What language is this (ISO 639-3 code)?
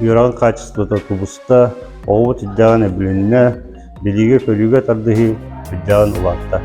sah